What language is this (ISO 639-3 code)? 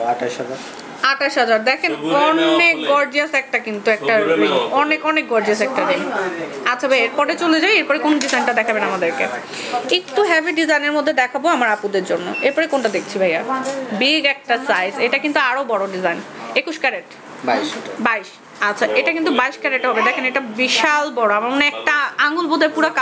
ben